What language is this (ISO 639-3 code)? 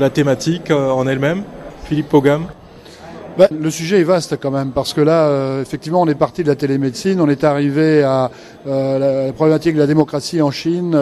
fra